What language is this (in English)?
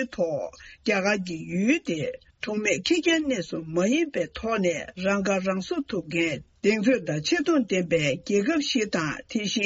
Tibetan